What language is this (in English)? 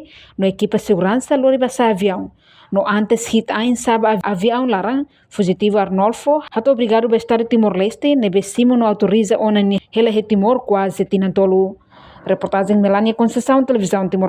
Tetum